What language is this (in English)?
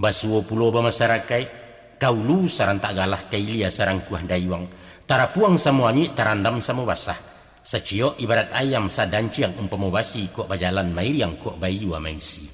Minangkabau